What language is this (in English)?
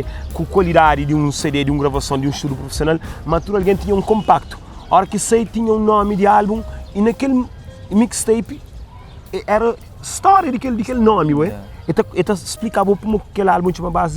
Kabuverdianu